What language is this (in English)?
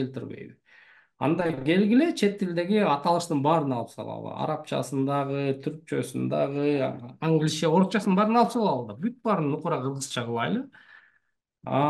Kyrgyz